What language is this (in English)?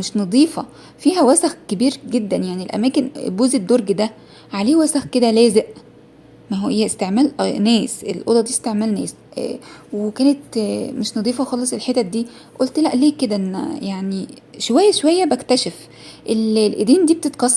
Egyptian Arabic